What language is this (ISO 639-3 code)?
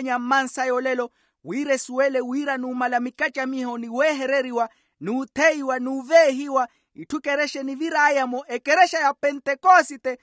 vmw